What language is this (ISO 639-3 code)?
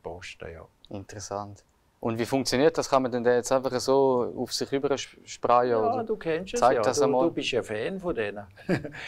gsw